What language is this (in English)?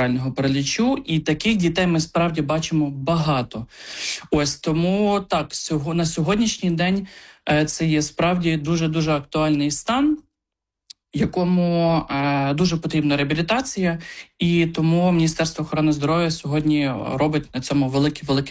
Ukrainian